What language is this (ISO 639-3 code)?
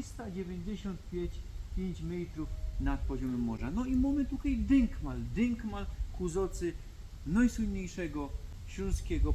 szl